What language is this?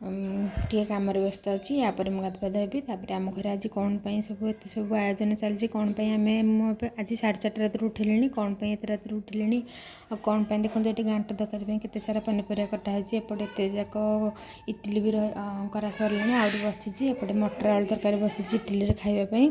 Odia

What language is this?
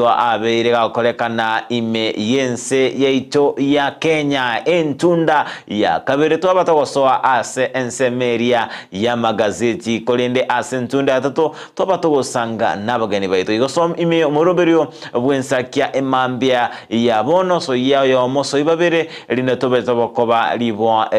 Gusii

